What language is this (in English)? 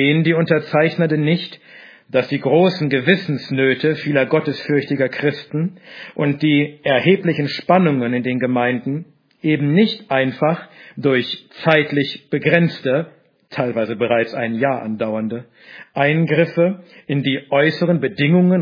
German